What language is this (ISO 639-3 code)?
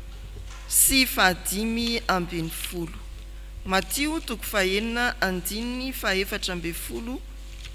mlg